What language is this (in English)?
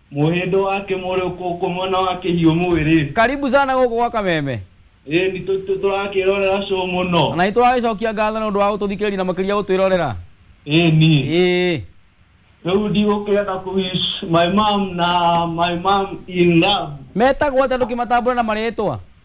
Kikuyu